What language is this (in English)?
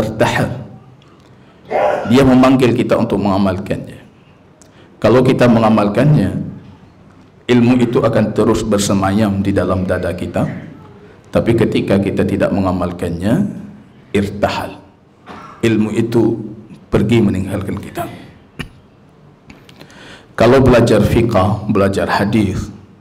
Indonesian